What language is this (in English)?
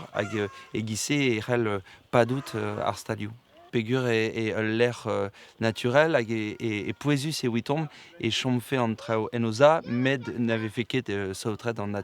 Breton